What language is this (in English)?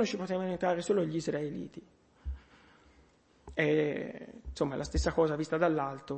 Italian